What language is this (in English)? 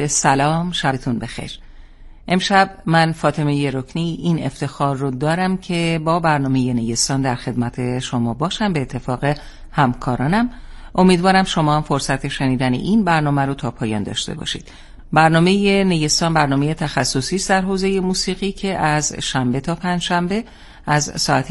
Persian